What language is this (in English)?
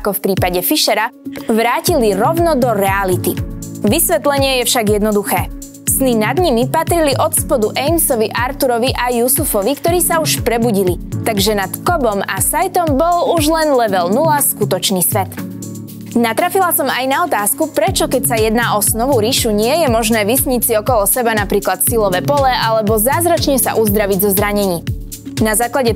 Slovak